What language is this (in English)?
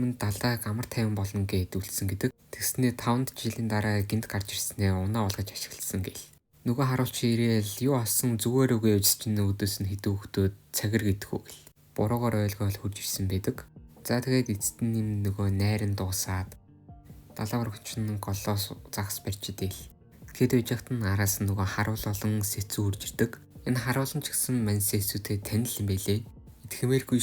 Mongolian